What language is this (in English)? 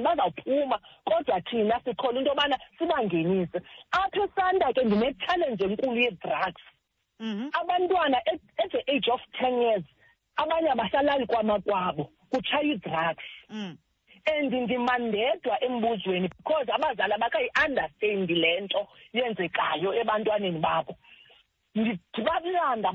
Xhosa